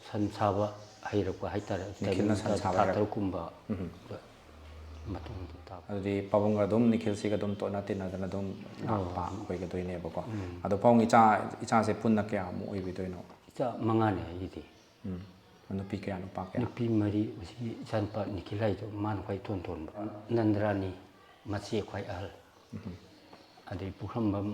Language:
Manipuri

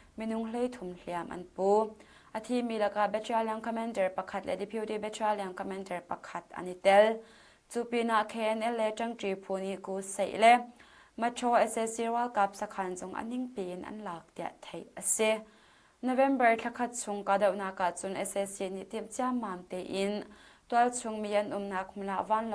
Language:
Hakha Chin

